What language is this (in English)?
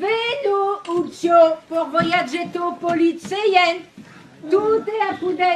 Esperanto